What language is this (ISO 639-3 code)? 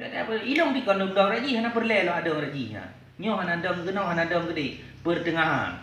ace